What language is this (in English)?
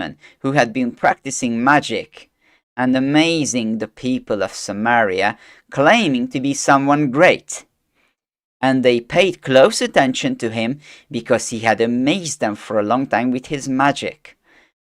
English